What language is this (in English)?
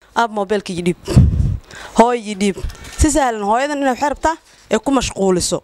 Somali